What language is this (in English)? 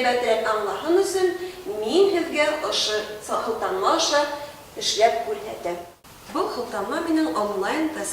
Bashkir